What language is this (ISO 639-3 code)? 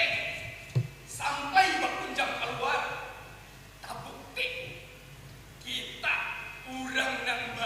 bjn